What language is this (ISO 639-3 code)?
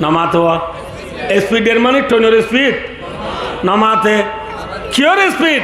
rhg